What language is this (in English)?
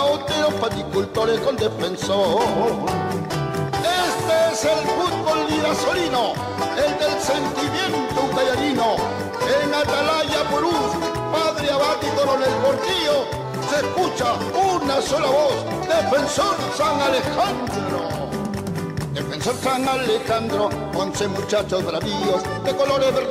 Spanish